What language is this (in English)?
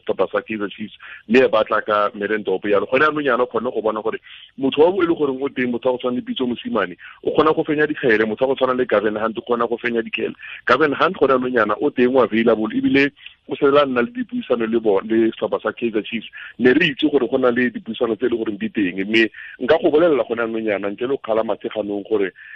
Tswana